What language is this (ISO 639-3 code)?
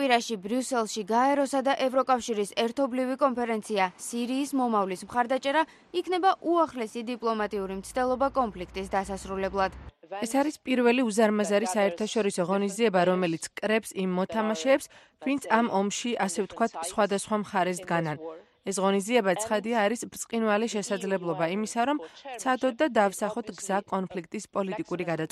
kat